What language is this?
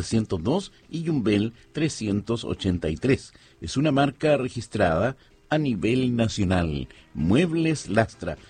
Spanish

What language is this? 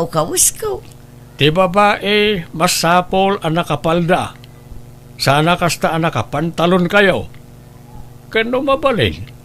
Iloko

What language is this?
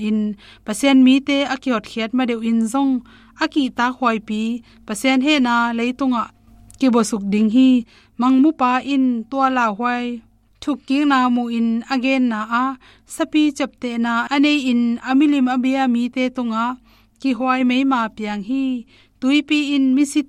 Tedim Chin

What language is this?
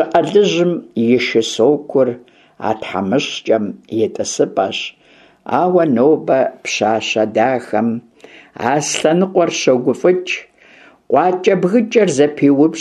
Kabardian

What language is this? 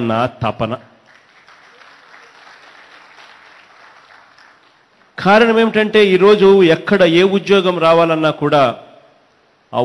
Telugu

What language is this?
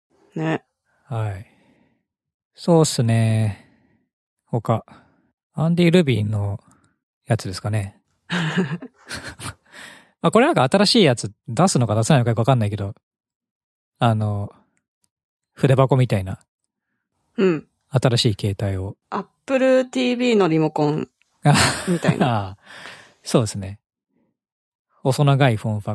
Japanese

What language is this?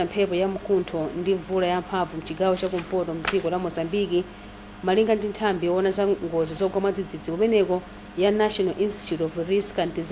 Nyanja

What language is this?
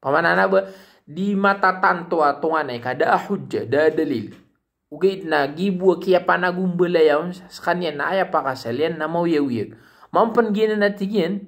Maranao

